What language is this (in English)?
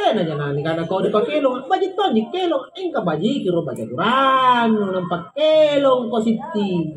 Makasar